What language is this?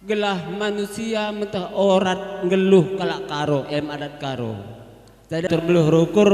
Batak Karo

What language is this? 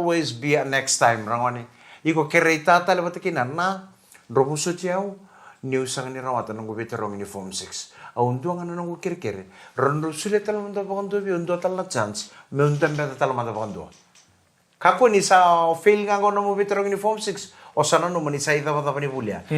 Fijian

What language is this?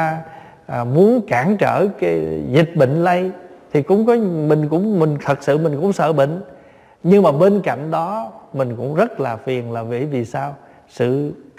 Vietnamese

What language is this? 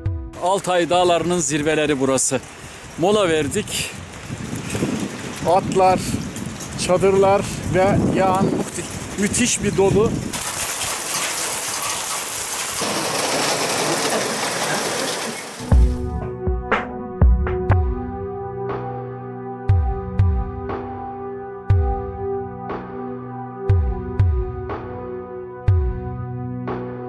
Turkish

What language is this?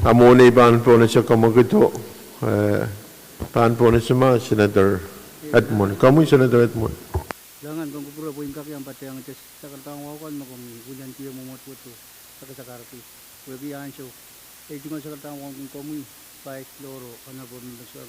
Pohnpeian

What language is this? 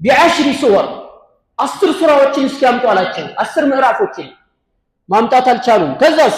Amharic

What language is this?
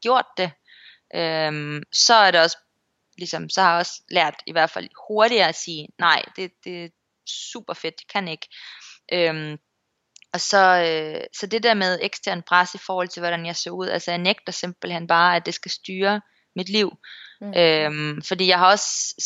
Danish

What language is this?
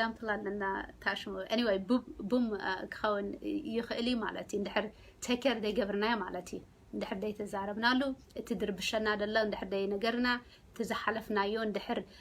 Tigrinya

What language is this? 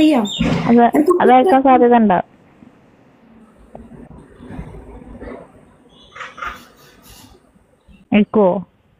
Malayalam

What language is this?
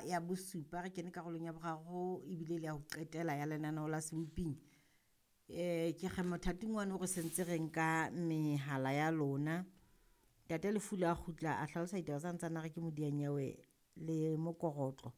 Southern Sotho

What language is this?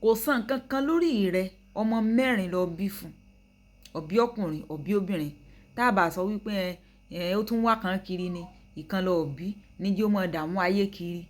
Yoruba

